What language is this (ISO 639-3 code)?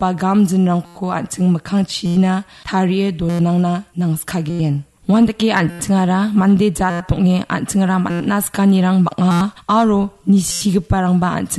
grt